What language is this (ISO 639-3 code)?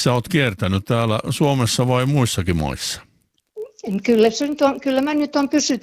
fin